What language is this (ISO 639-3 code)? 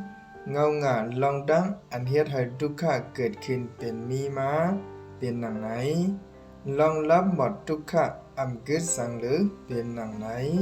shn